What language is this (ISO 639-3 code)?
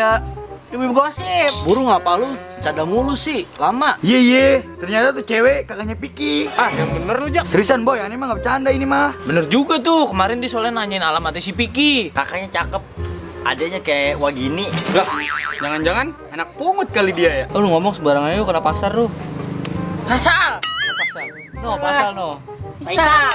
bew